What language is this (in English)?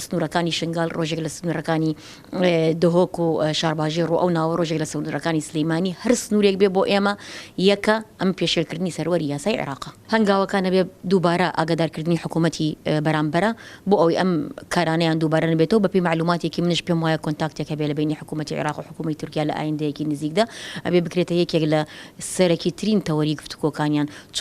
Central Kurdish